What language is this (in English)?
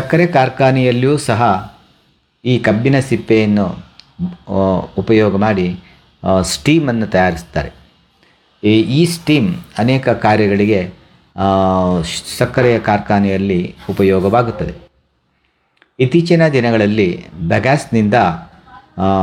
Kannada